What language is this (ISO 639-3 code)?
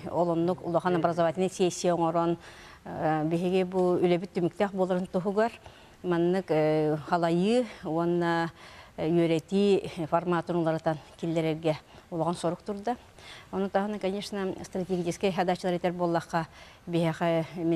sah